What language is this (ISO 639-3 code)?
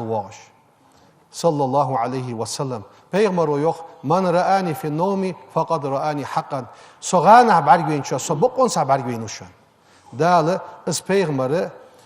inh